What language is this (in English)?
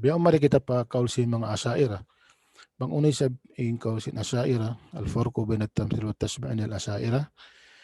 Tausug